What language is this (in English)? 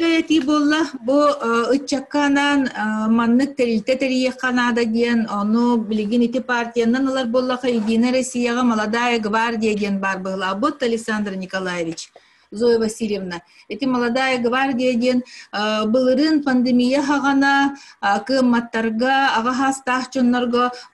Yakut